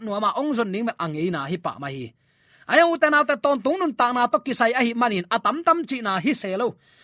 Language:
Tedim Chin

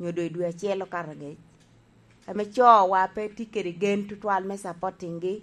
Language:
Lango (Uganda)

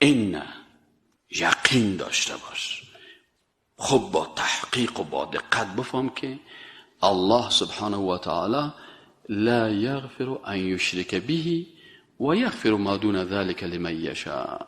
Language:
Persian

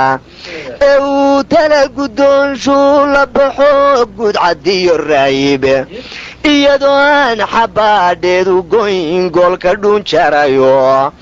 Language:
Somali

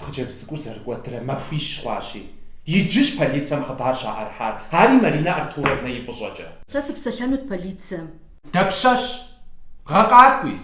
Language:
Kabardian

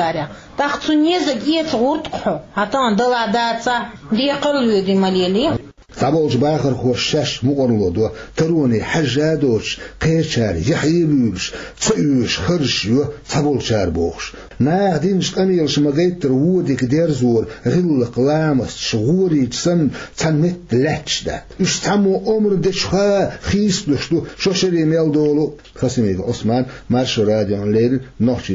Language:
Chechen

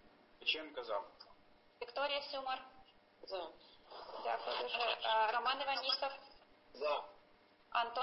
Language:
Ukrainian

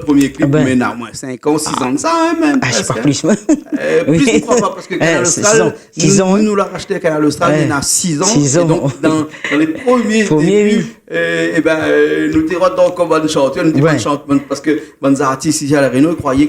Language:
Réunion Creole French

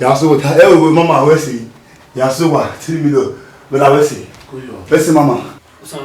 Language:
Bini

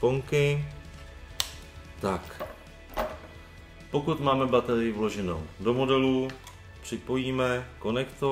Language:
Czech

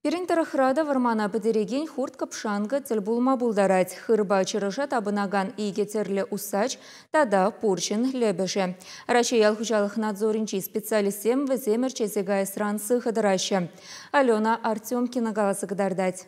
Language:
Chuvash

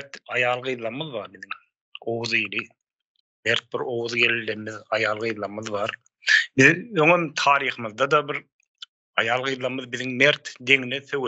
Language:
Turkmen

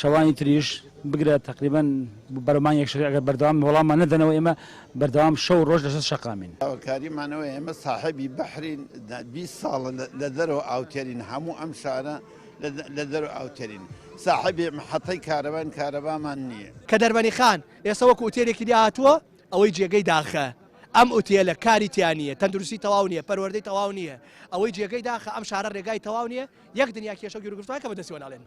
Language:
Central Kurdish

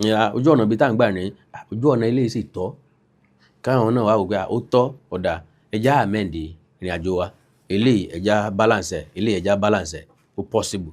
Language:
Yoruba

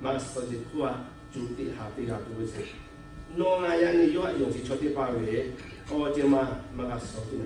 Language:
Lahu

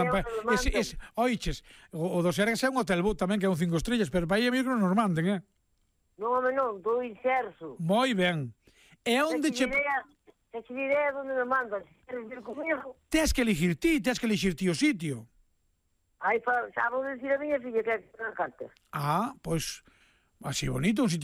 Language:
Galician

